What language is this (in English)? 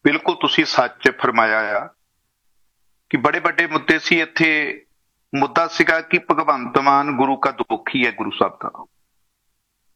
Punjabi